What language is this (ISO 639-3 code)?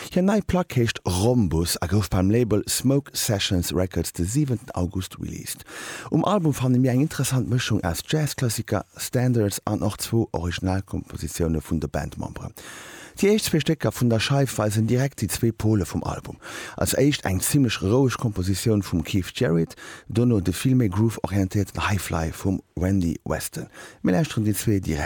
ltz